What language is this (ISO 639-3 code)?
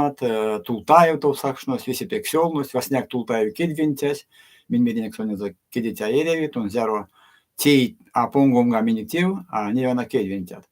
myv